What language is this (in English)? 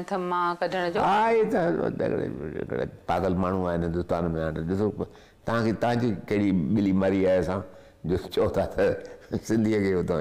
Sindhi